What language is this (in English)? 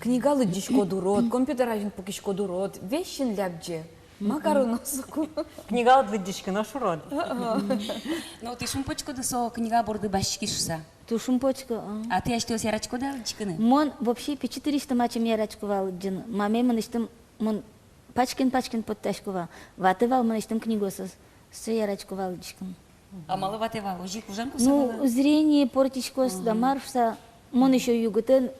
Udmurt